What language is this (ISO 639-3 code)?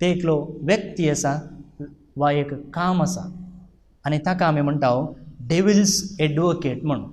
kok